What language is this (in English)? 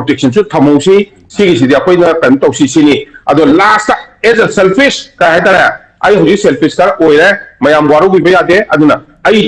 Manipuri